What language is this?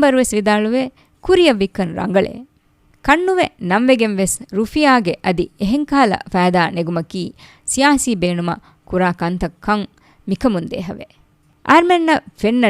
Divehi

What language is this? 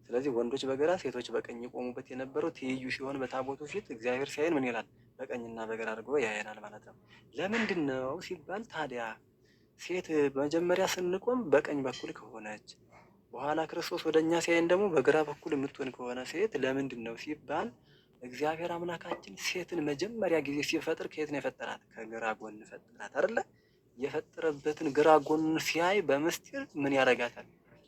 Amharic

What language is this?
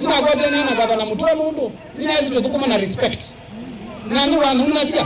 Kamba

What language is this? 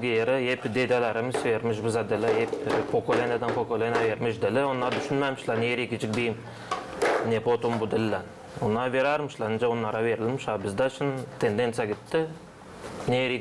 Gagauz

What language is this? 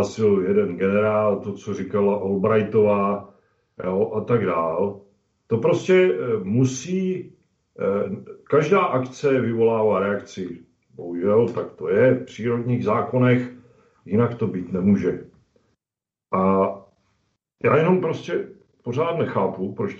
Czech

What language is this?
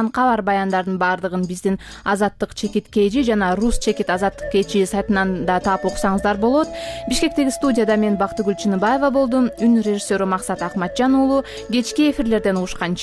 Kyrgyz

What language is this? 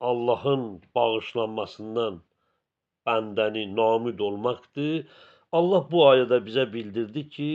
Azerbaijani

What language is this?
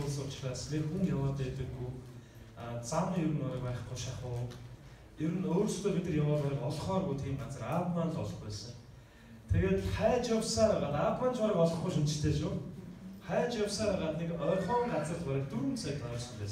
Mongolian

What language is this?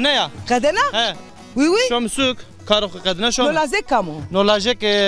Zaza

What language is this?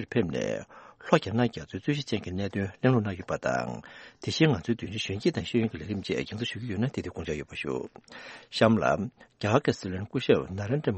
Tibetan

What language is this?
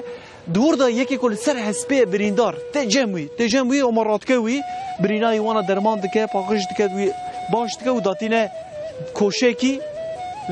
Kurdish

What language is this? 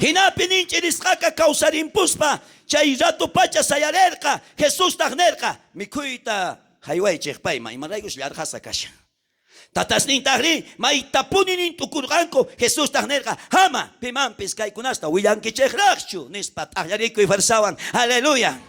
South Bolivian Quechua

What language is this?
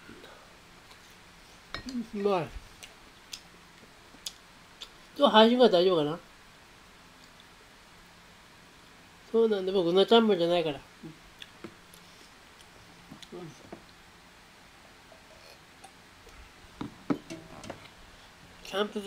Japanese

